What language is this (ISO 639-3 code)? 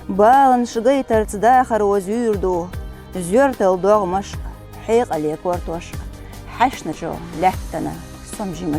che